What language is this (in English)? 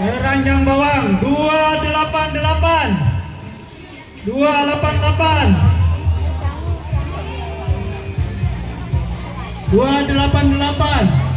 Banjar